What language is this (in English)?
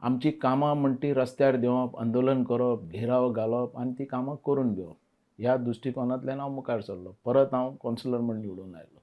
Konkani